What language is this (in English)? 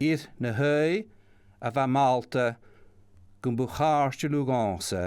Scottish Gaelic